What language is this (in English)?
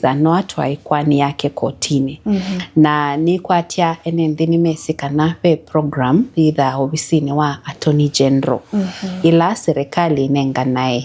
Kamba